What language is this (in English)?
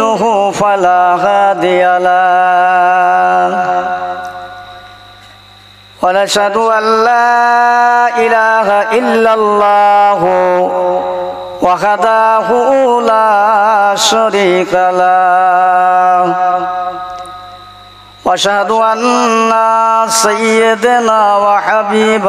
Bangla